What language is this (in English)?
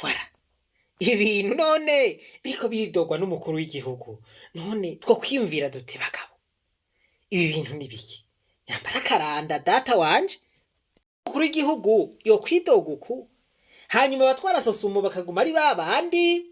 Rundi